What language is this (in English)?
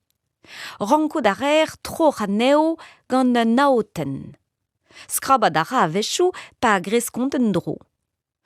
Breton